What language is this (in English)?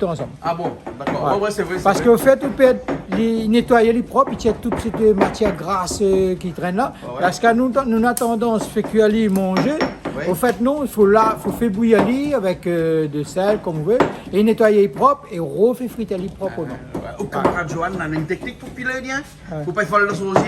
Réunion Creole French